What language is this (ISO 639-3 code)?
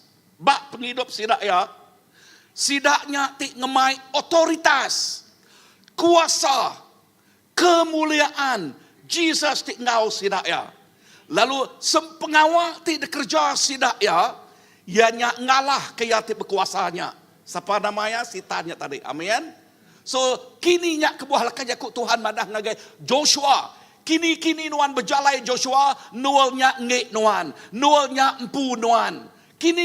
iba